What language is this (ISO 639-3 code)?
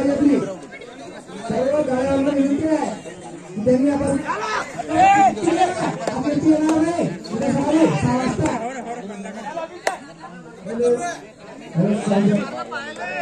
mar